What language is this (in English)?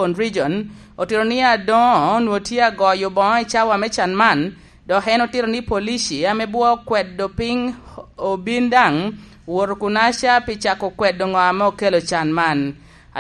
Lango (Uganda)